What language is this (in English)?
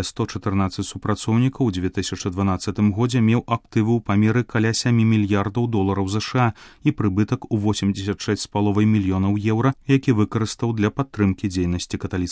Belarusian